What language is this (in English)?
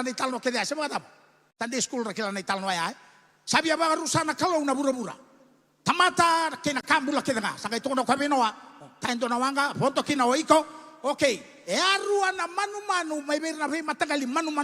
Fijian